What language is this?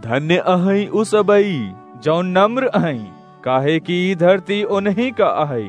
Awadhi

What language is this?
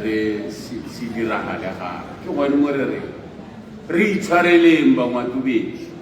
Tswana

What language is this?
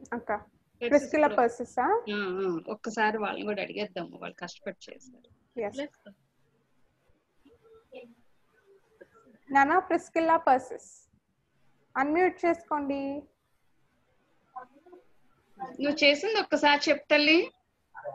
Telugu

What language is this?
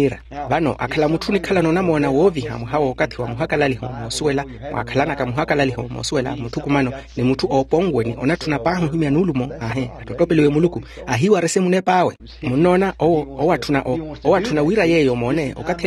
Makhuwa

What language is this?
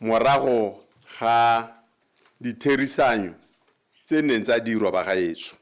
Tswana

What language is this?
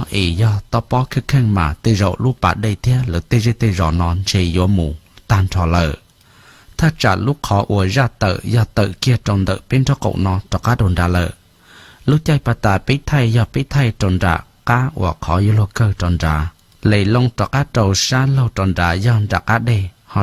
Hmong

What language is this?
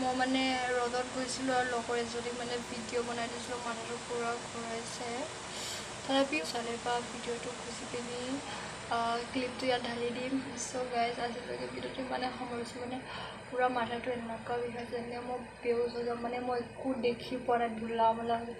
Assamese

